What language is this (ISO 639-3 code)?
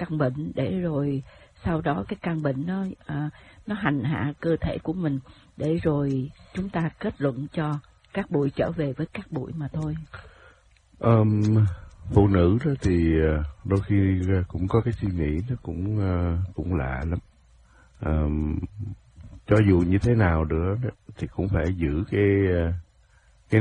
vie